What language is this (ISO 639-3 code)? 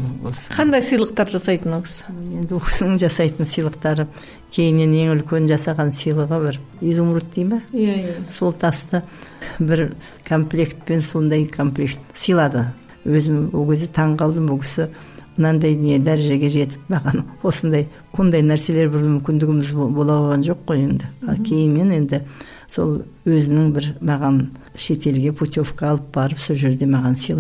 kaz